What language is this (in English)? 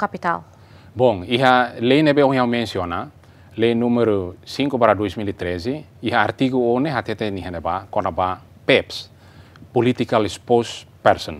Tetum